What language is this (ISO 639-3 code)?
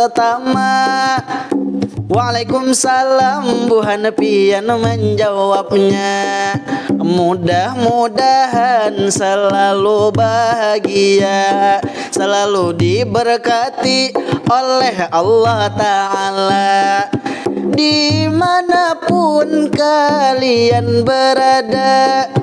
bjn